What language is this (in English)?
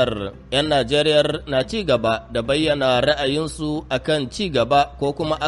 Hausa